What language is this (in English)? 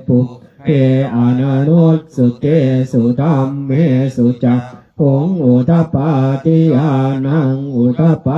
Pali